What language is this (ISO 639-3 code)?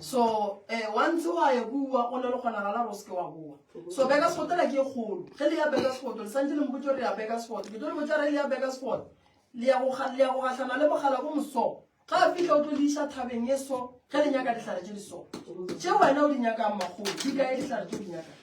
nso